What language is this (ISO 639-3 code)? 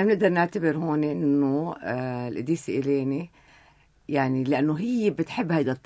apc